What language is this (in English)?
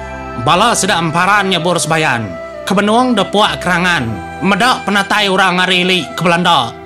Iban